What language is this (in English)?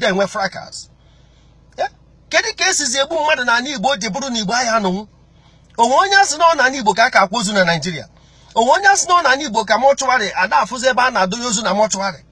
Igbo